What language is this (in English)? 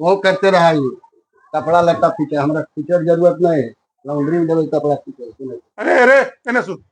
Magahi